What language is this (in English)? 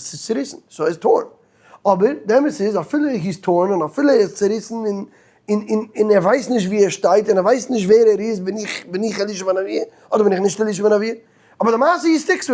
Yiddish